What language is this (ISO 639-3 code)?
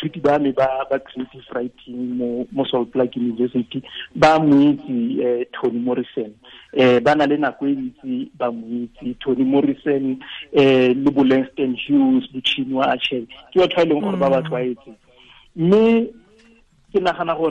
tsn